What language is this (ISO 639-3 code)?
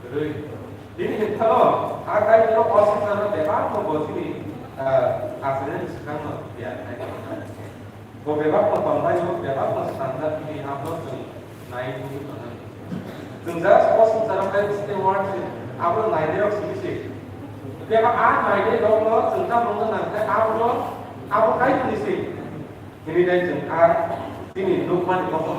trp